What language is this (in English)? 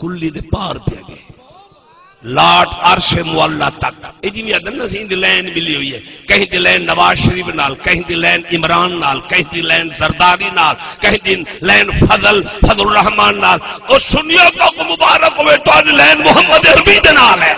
Saraiki